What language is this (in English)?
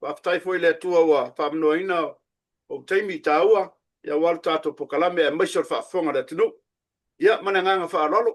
Samoan